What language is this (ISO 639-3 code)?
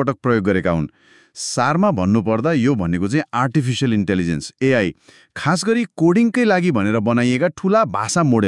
nep